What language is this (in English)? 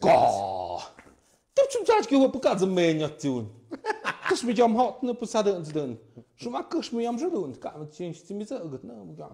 Tlahuitoltepec Mixe